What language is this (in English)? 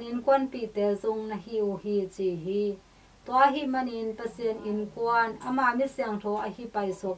Tedim Chin